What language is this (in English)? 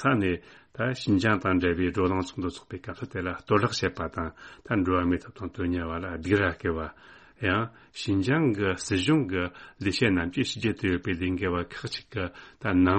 Tibetan